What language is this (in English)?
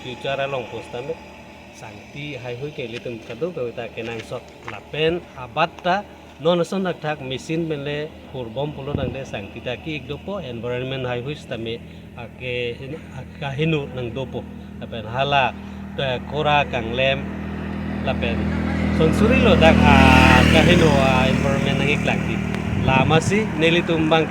Karbi